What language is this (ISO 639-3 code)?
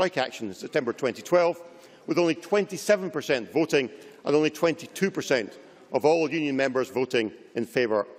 eng